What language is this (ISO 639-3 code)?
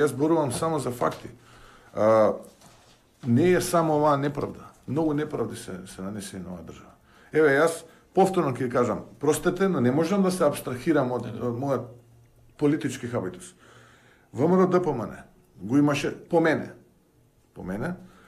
mkd